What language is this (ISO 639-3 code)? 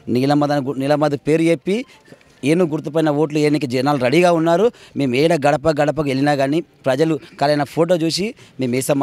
tel